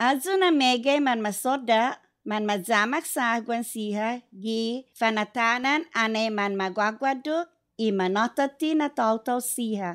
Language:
Chamorro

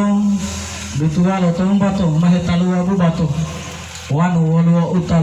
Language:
Gorontalo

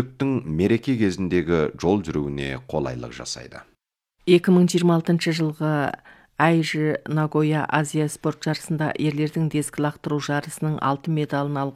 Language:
Kazakh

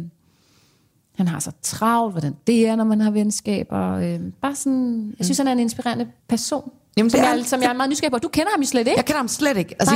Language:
Danish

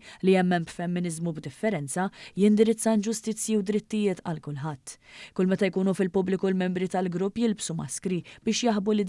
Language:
Maltese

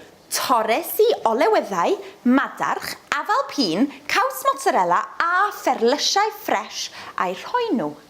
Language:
Welsh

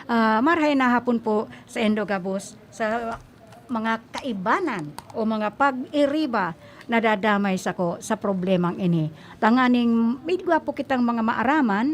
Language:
Bikol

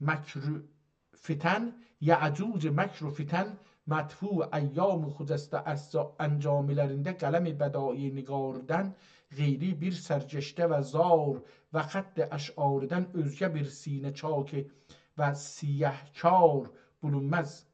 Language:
South Azerbaijani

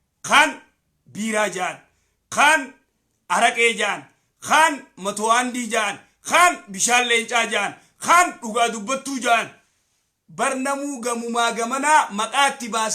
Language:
Oromo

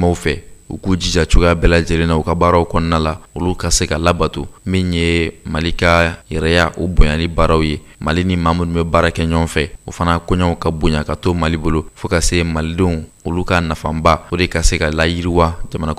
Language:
Bambara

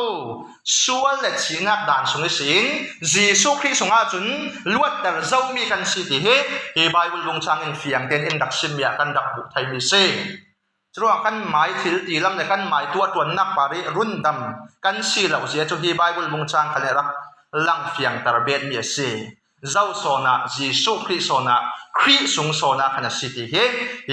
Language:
Falam Chin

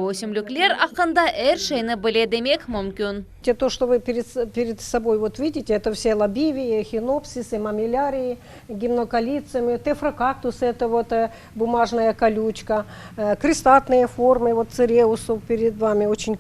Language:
Crimean Tatar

